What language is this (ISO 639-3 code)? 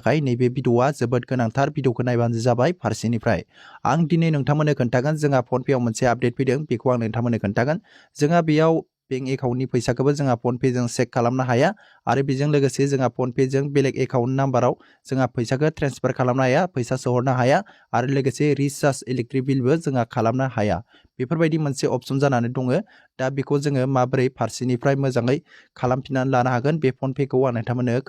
brx